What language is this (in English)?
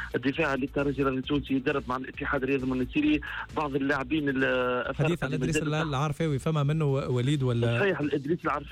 Tunisian Arabic